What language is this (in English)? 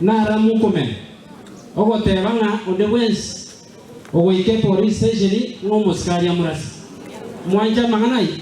Gusii